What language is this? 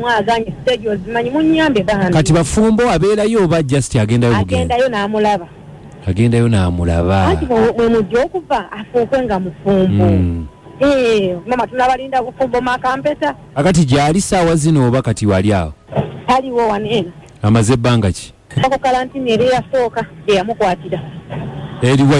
Ganda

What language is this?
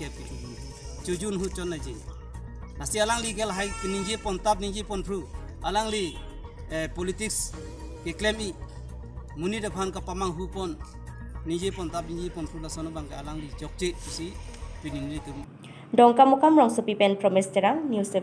Karbi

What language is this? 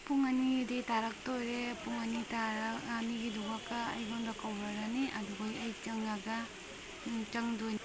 Manipuri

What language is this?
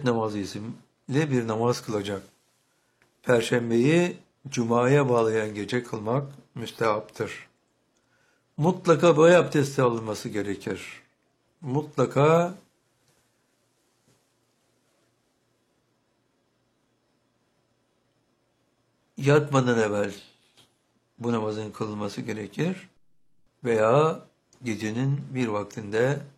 Turkish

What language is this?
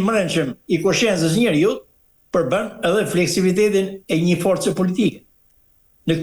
Albanian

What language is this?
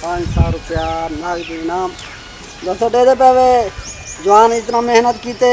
Saraiki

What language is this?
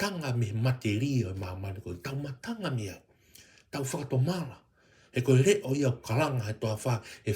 Tongan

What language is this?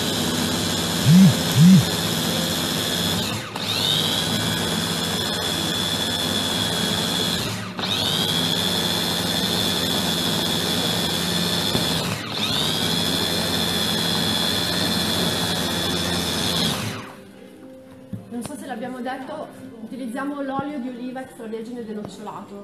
Italian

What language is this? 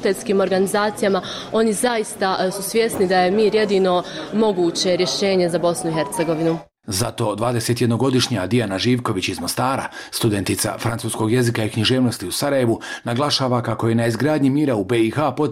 Bosnian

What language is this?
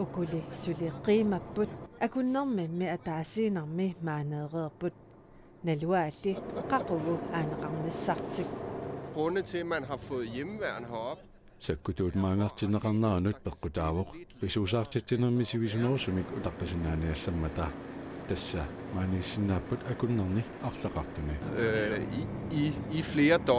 Kalaallisut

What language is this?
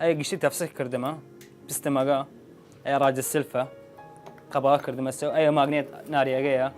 Southern Kurdish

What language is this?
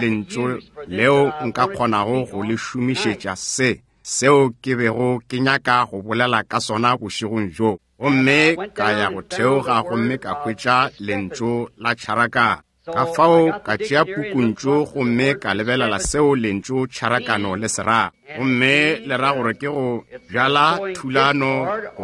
Northern Sotho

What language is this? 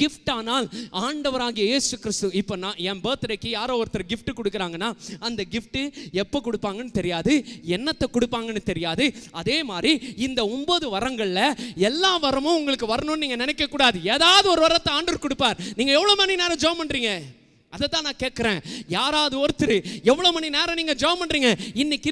Tamil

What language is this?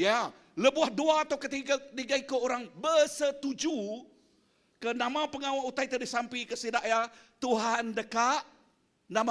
Iban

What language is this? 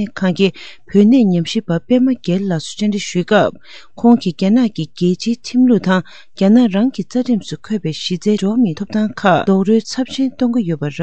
Tibetan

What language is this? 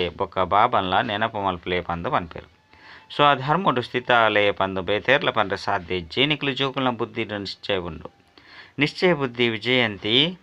Tulu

